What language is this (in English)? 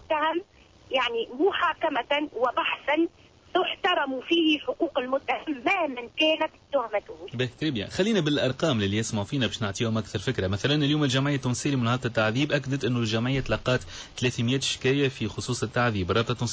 Tunisian Arabic